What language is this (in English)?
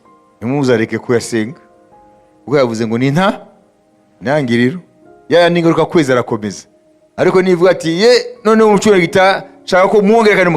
Kinyarwanda